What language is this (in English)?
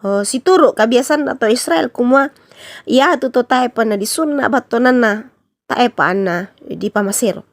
Toraja-Sa'dan